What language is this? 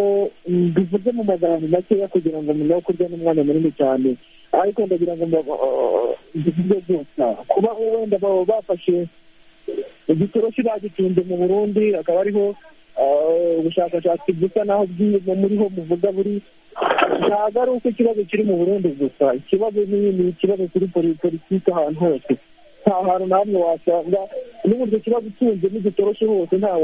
Kinyarwanda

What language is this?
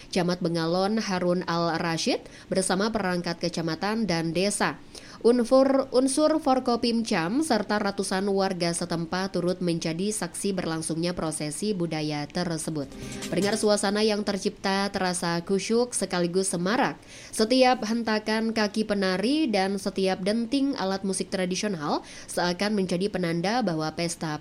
Indonesian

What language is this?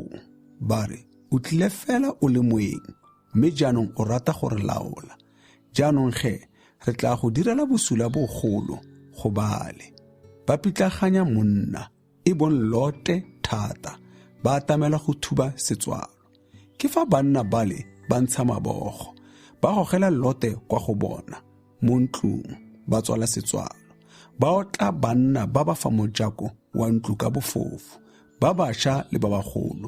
Tswana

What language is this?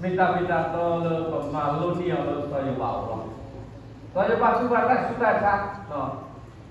S'gaw Karen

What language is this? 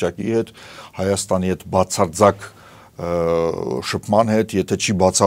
Armenian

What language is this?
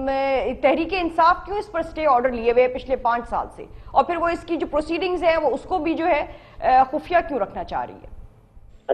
Urdu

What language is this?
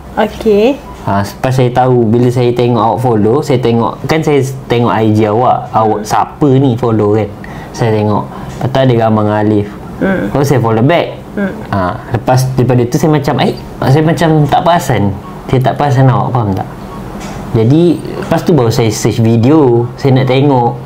Malay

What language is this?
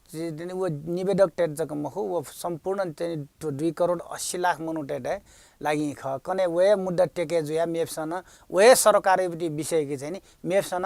Newari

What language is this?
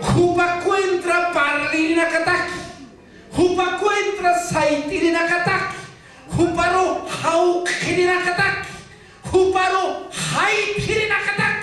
Aymara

